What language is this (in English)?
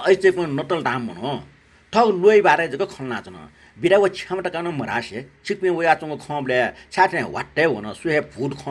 Newari